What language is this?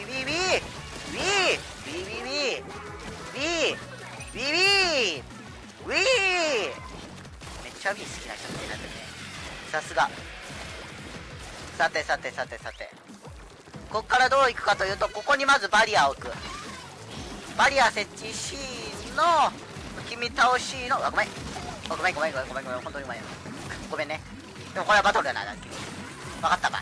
Japanese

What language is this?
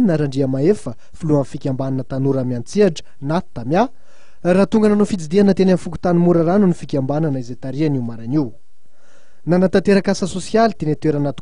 Malagasy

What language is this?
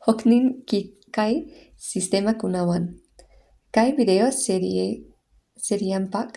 Quechua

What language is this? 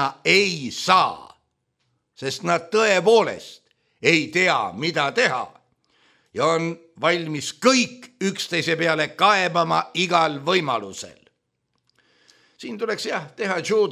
Estonian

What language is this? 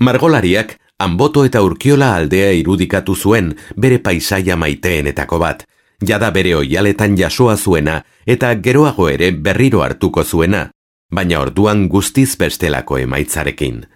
Basque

